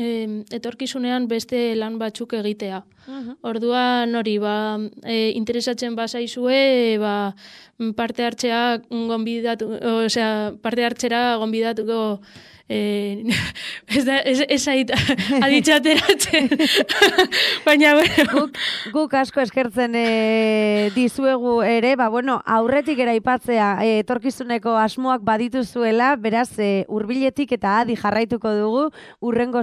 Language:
Basque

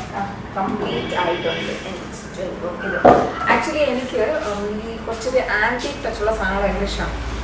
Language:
Malayalam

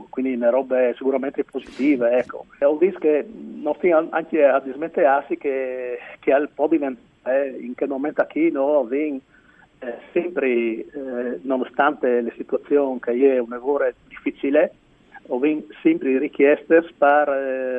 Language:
Friulian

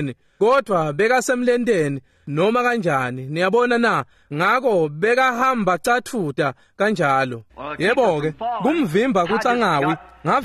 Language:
Swati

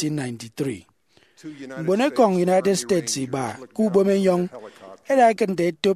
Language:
Efik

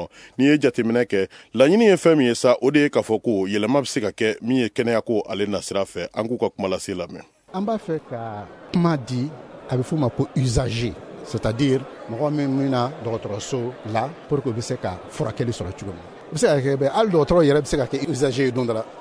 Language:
Bambara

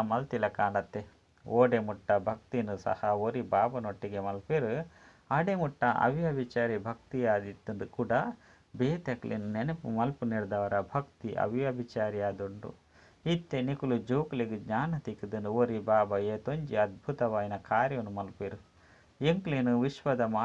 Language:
Tulu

